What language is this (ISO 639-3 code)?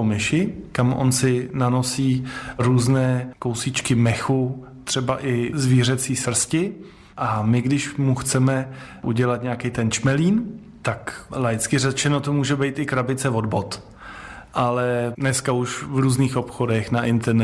ces